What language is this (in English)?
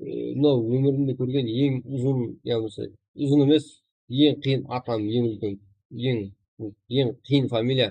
Kara-Kalpak